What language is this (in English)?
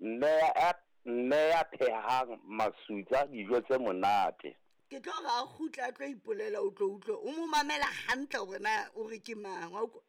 Southern Sotho